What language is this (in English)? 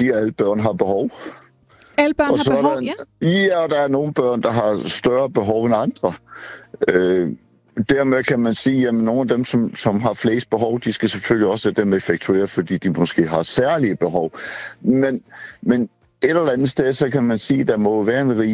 Danish